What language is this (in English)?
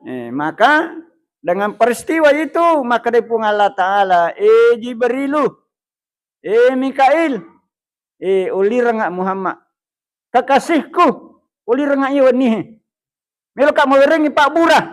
Buginese